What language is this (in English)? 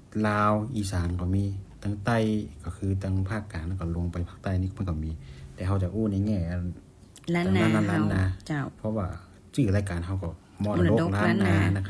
Thai